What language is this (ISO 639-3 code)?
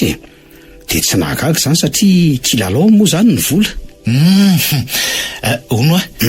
mlg